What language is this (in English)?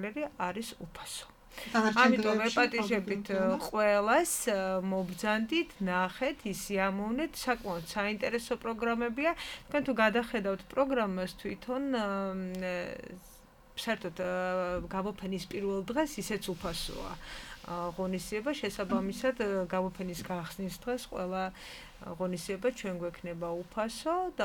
Georgian